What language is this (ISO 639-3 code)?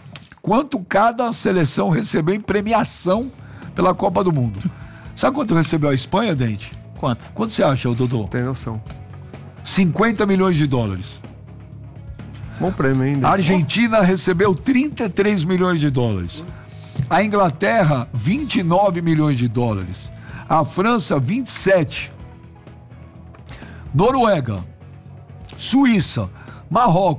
por